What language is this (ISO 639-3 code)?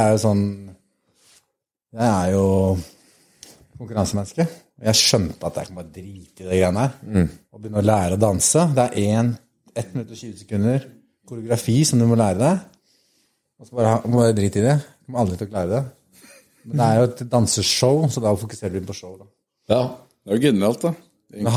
nor